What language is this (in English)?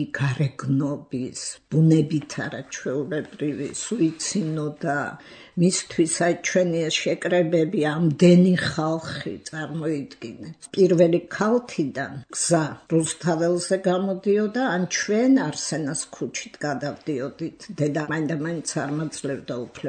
Georgian